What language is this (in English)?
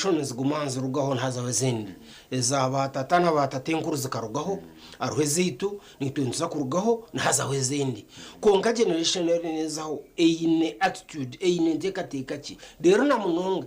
Nyankole